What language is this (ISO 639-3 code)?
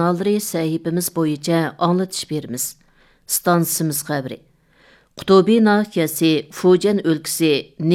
uig